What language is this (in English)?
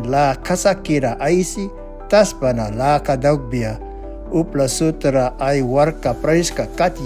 Mískito